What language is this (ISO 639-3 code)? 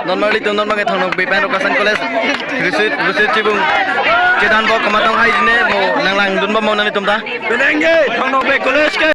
mjw